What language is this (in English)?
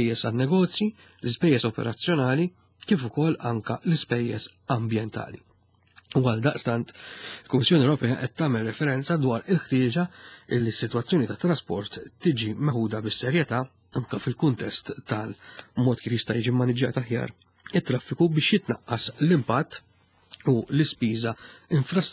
Maltese